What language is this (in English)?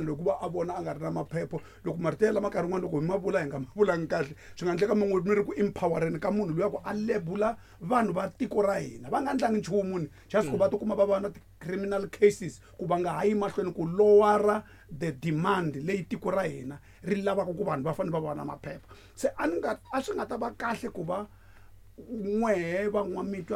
Tsonga